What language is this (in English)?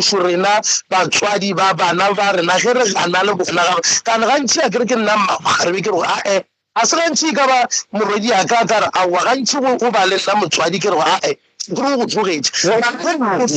Northern Sotho